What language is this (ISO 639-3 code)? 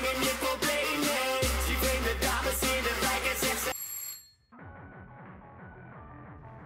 nld